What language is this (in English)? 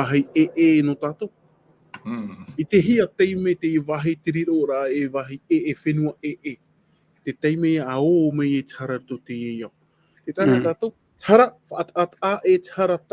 Tahitian